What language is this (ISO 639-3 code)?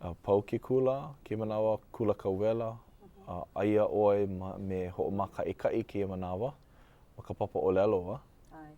haw